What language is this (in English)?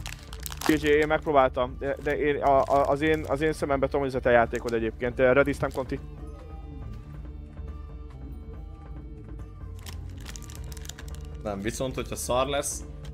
Hungarian